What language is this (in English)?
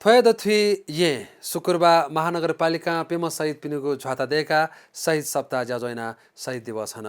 Newari